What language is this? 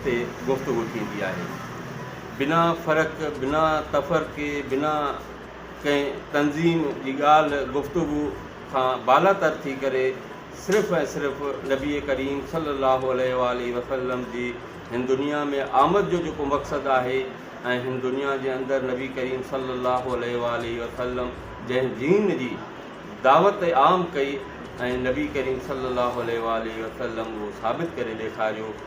Sindhi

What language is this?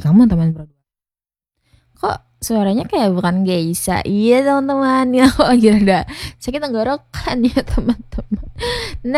Indonesian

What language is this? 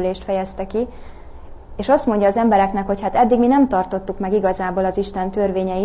Hungarian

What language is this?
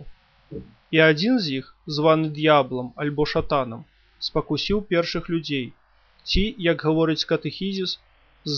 Belarusian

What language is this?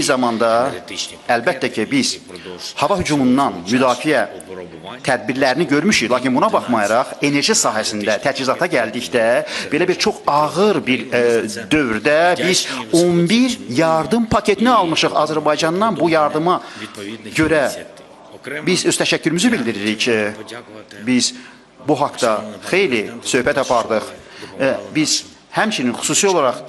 Azerbaijani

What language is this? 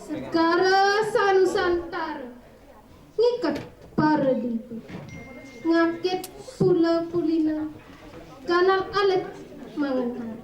Balinese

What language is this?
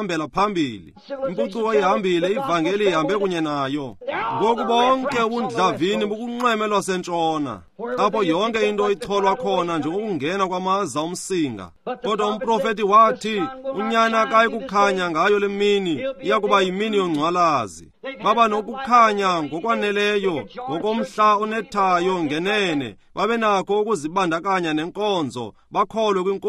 Xhosa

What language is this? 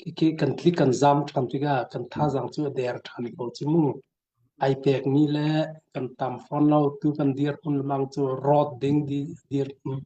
Hakha Chin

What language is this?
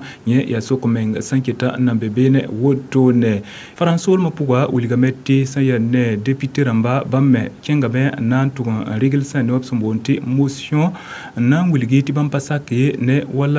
Mossi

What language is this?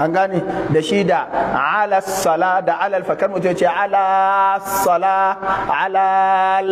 Hausa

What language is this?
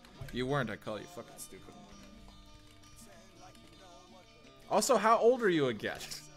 English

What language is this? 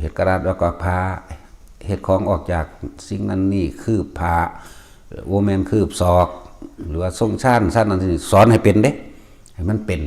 Northeastern Thai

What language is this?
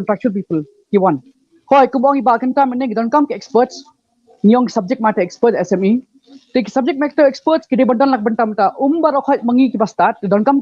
Khasi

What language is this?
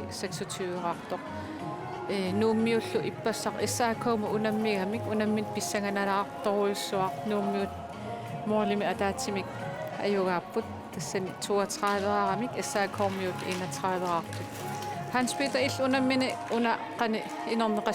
Kalaallisut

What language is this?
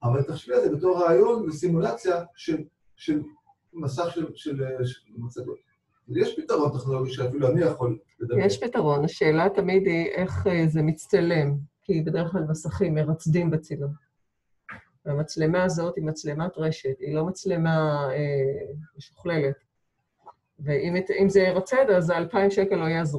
Hebrew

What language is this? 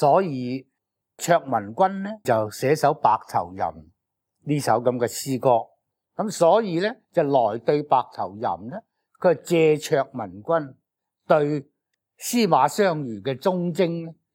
Cantonese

